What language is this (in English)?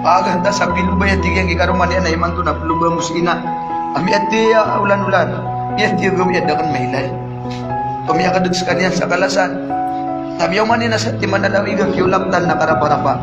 Maranao